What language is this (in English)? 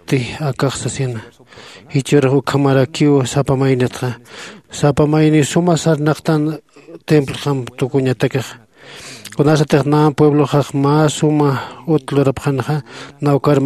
Aymara